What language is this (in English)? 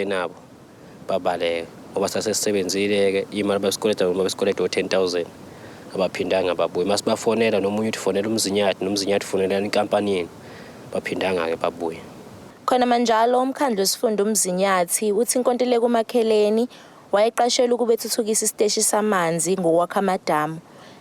Zulu